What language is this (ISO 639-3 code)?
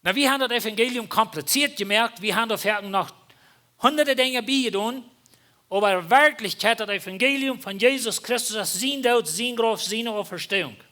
pdt